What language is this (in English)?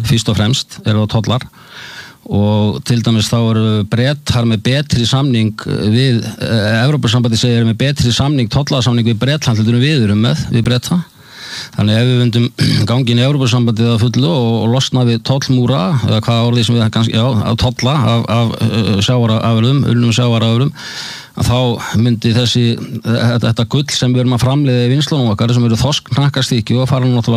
Icelandic